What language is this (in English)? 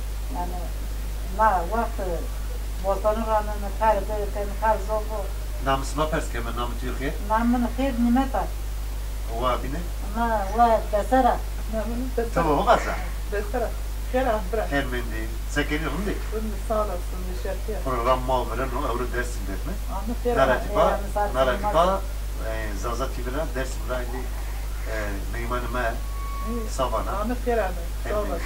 Zaza